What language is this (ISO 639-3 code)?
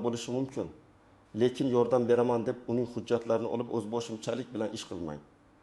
uzb